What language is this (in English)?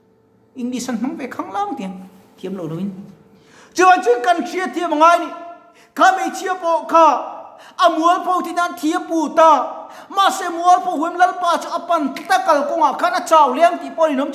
Mizo